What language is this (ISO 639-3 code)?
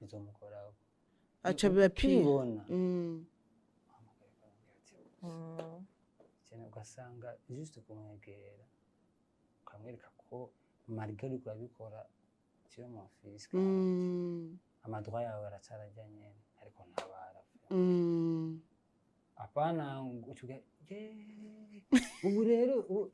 run